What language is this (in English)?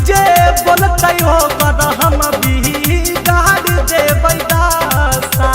Magahi